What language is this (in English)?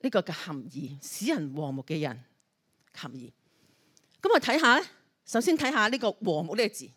Cantonese